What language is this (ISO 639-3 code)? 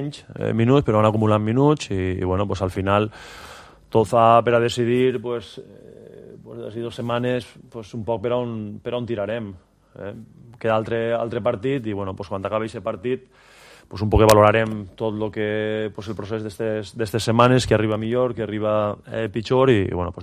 cat